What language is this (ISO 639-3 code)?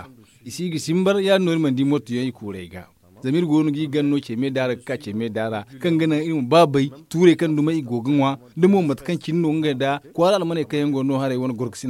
dje